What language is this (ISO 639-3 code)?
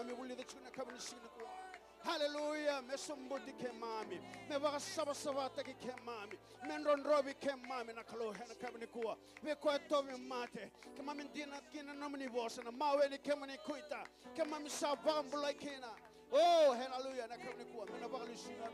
fij